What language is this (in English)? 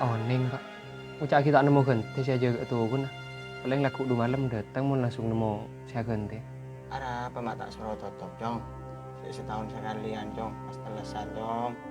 Madurese